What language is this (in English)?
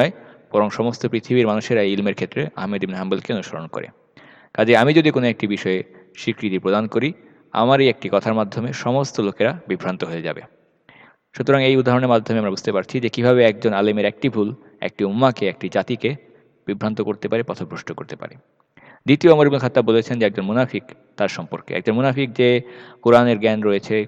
Bangla